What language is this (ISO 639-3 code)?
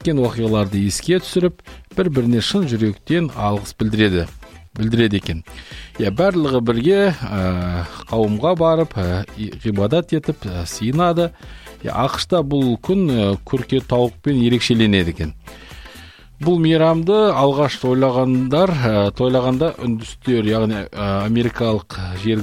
kaz